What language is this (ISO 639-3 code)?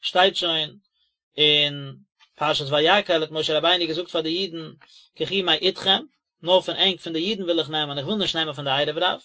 yid